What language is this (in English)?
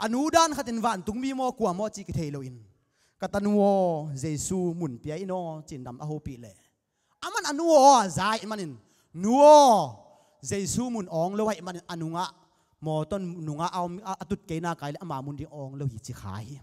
Tedim Chin